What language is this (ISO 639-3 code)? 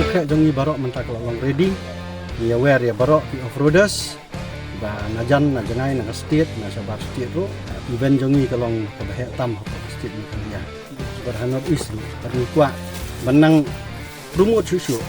kha